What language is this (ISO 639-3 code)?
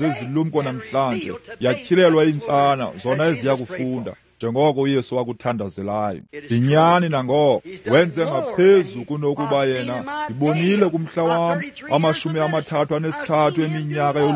xho